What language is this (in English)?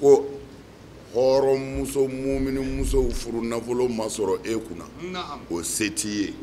Bambara